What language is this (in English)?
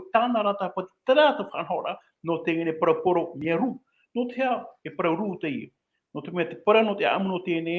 Tahitian